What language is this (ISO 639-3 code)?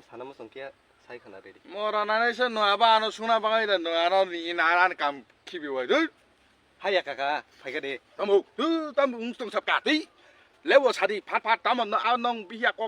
trp